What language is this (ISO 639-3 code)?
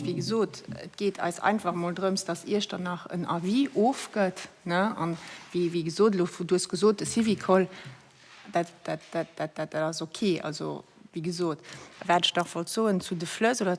ltz